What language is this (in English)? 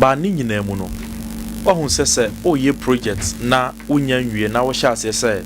Akan